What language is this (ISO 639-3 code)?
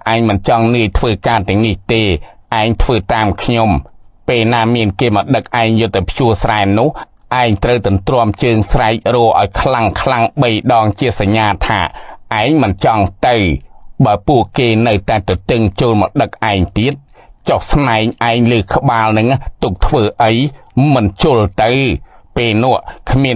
khm